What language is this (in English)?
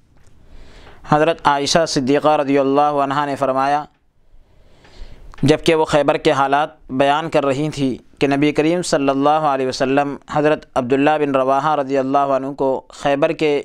Urdu